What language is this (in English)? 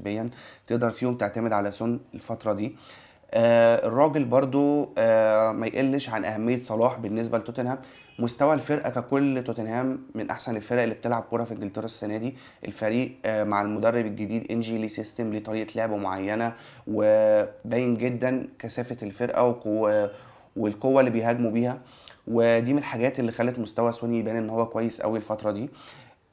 Egyptian Arabic